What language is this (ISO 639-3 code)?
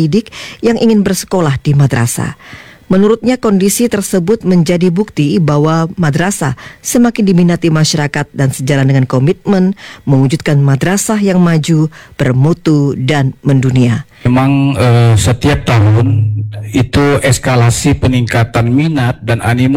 ind